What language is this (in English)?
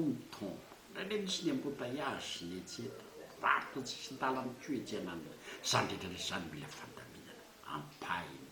Malagasy